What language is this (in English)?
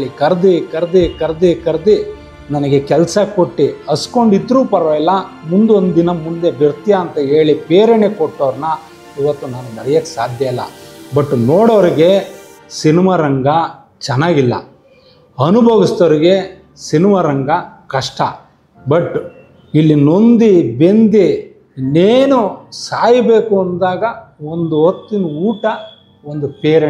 Kannada